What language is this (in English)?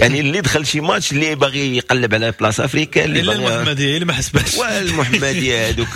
Moroccan Arabic